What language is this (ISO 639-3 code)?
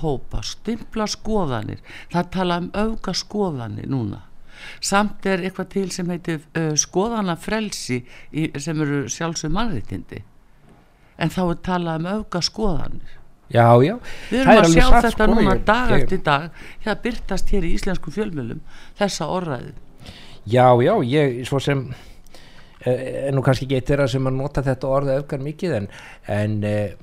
isl